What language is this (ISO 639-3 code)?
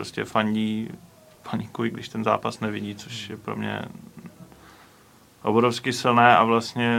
ces